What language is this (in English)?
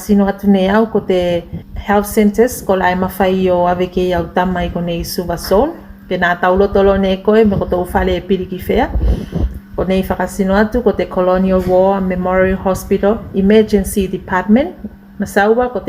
Tuvalu